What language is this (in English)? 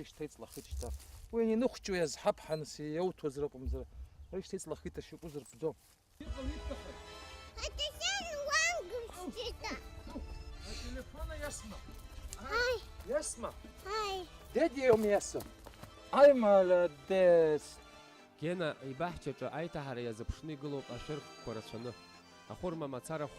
Abkhazian